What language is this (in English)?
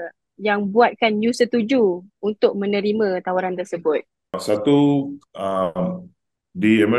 Malay